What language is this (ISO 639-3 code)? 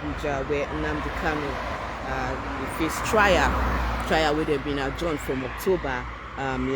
pcm